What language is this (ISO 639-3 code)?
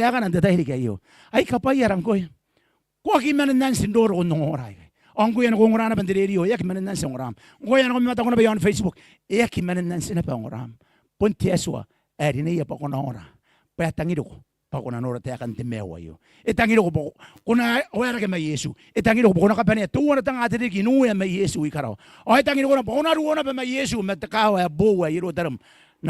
gil